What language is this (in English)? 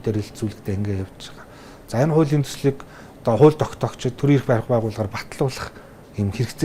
Mongolian